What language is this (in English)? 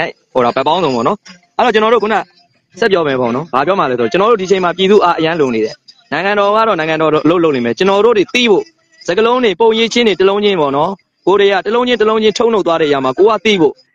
Burmese